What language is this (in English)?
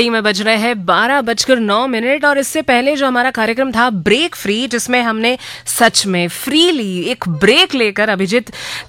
Hindi